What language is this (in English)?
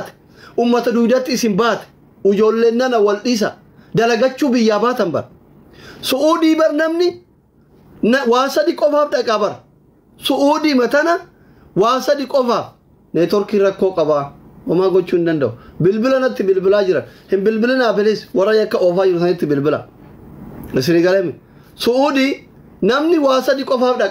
Oromo